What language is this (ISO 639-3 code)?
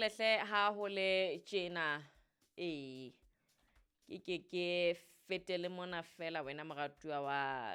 sot